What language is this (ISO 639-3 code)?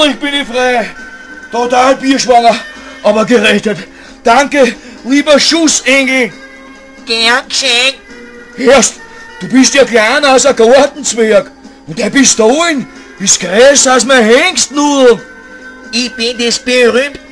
bar